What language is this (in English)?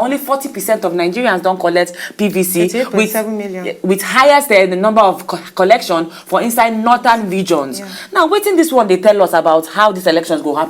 Nigerian Pidgin